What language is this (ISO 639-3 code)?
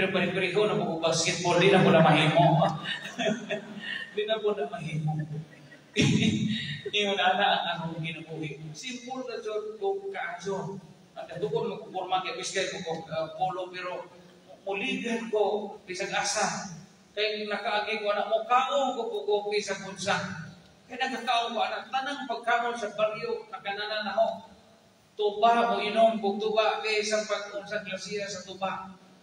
ceb